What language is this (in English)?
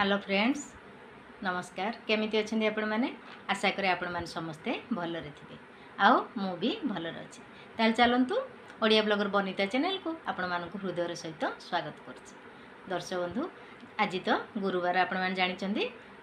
Odia